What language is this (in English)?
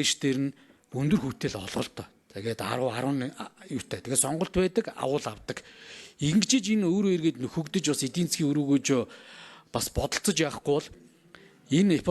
Mongolian